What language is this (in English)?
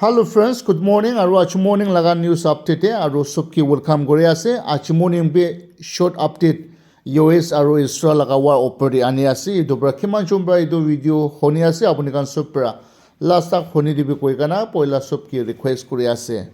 Naga Pidgin